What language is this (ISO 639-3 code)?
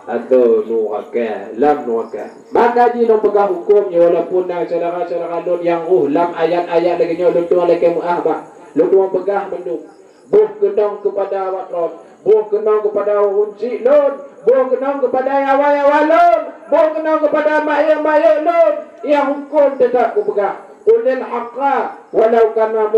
ace